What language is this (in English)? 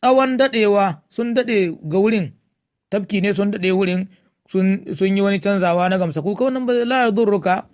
Hausa